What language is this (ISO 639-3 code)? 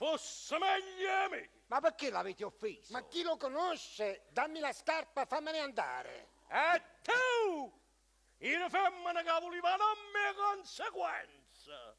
nap